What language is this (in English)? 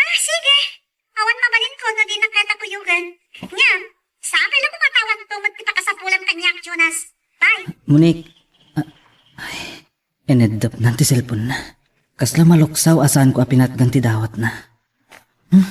Iloko